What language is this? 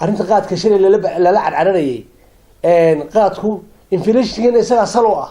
Somali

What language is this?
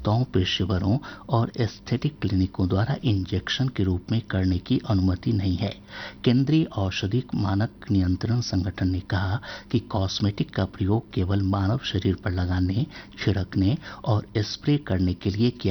Hindi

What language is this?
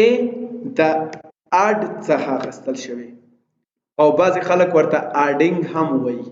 Pashto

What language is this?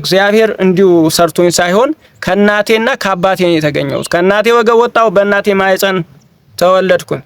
Amharic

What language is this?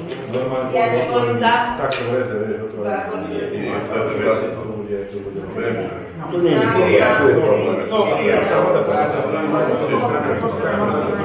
Slovak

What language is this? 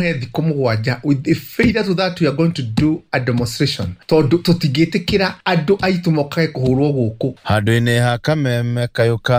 Kikuyu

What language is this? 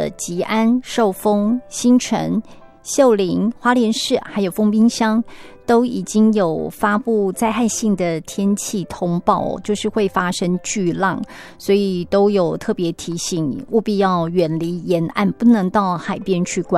Chinese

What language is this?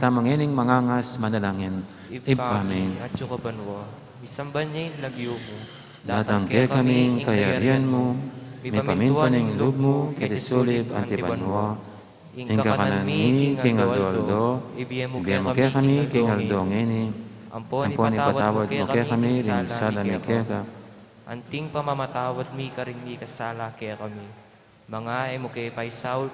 Pampanga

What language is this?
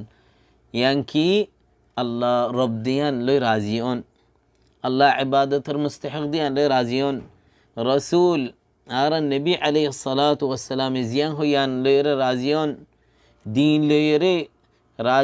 Rohingya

